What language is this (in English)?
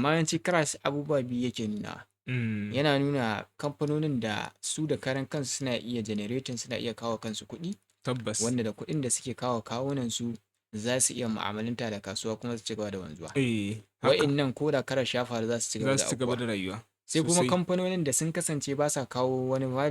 Hausa